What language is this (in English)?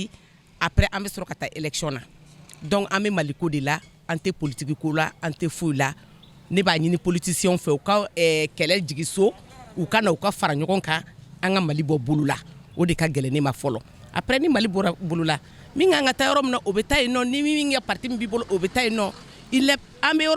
Bambara